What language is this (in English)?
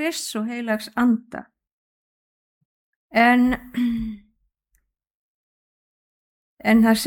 Icelandic